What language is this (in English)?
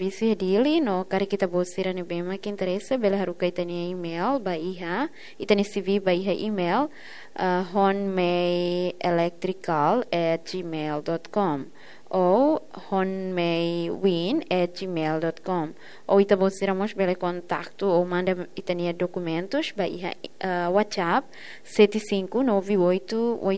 Tetum